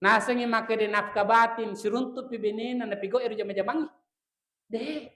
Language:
Buginese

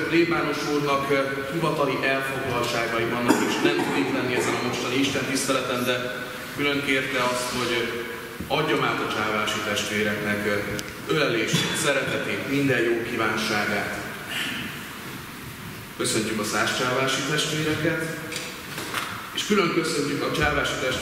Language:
Hungarian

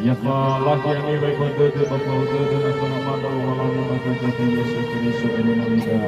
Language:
Nias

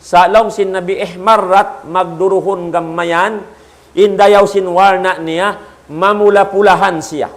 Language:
Tausug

